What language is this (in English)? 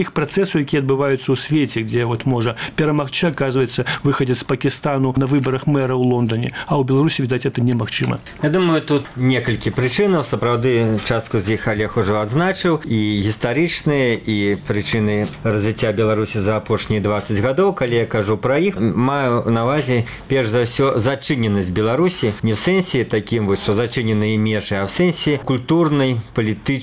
Belarusian